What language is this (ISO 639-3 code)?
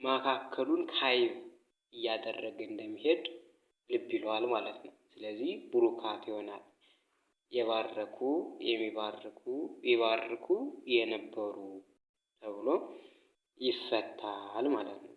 amh